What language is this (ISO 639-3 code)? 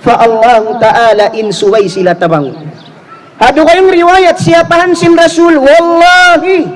tsg